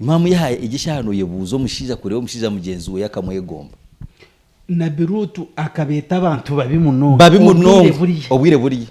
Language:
Nyankole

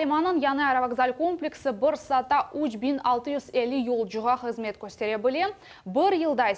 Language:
Crimean Tatar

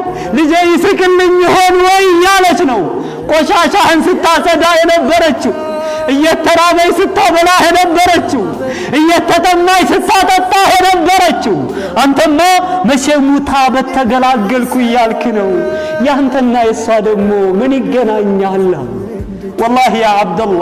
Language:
Amharic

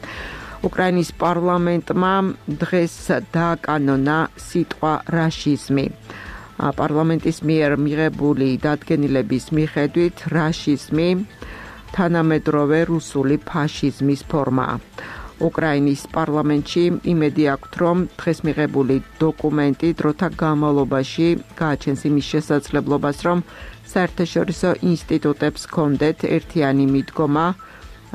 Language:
Georgian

